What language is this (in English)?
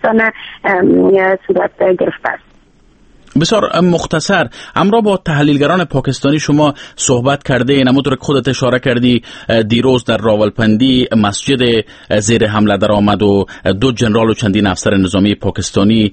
Persian